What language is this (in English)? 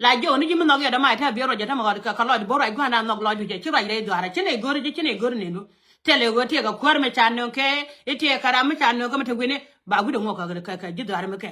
Nuer